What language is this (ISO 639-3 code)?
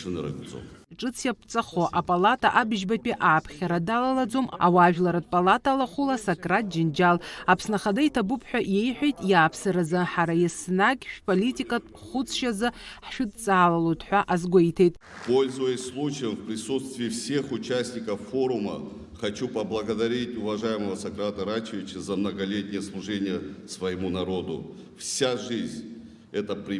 abk